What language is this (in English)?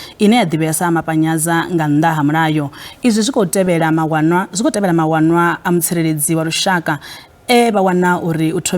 Venda